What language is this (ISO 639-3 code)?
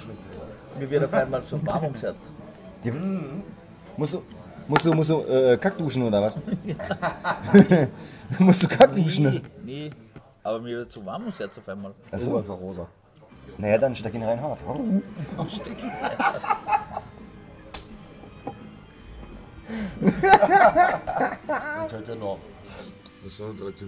deu